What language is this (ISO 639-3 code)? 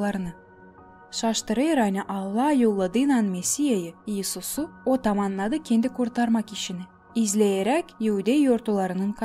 gag